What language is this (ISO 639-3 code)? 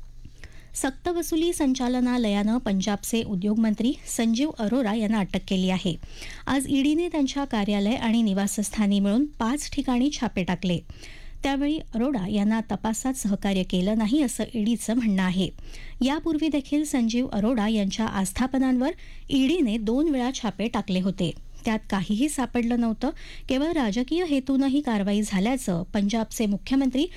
mar